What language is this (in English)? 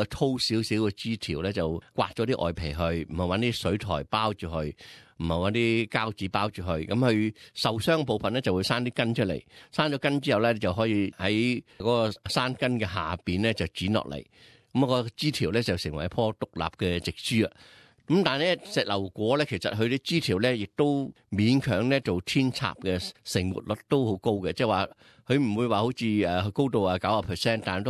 Cantonese